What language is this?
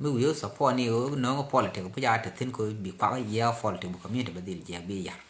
Nuer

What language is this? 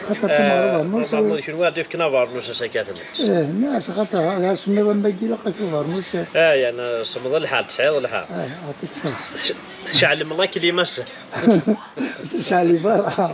Kabyle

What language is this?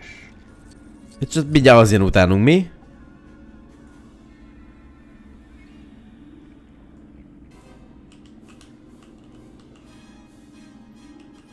Hungarian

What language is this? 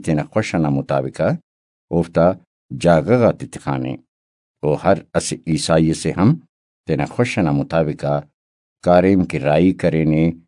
Brahui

